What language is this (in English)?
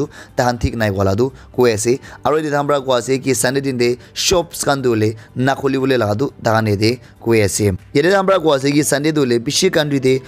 Naga Pidgin